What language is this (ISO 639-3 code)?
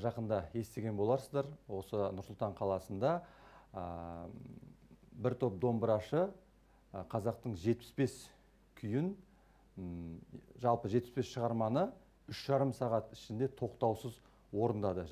kaz